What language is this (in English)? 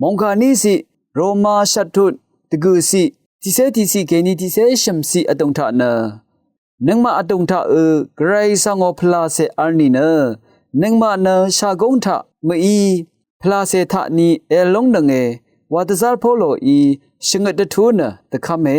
Rawang